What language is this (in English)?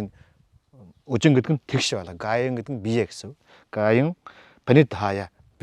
Mongolian